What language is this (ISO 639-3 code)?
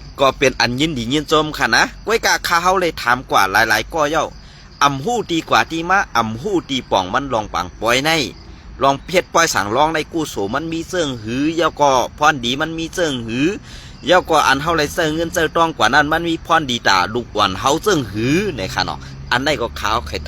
shn